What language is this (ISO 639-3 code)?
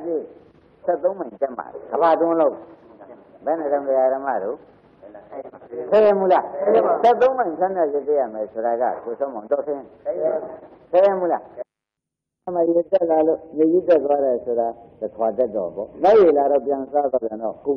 mya